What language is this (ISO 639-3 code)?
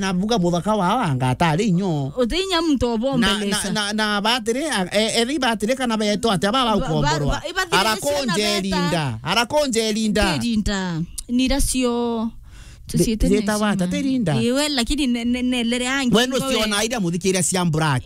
mer